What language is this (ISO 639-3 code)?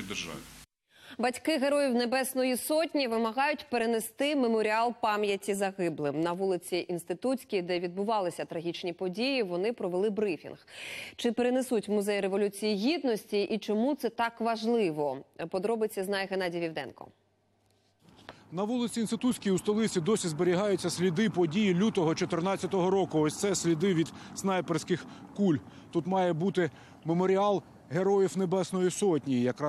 ukr